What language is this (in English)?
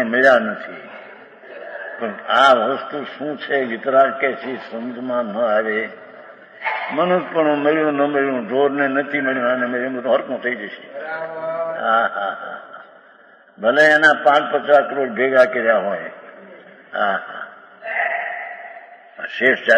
Gujarati